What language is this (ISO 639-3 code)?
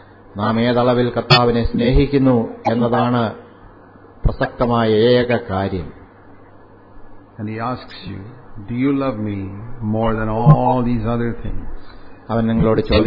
mal